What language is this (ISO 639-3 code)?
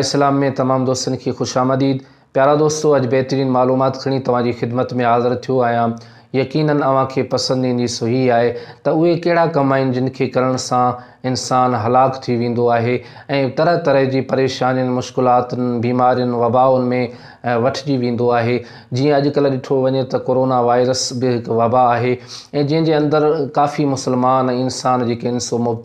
snd